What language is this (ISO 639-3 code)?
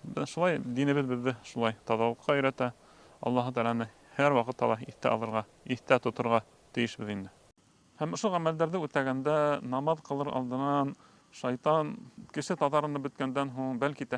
bak